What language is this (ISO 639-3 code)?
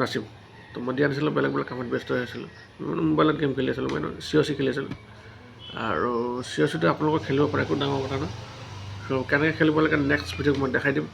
asm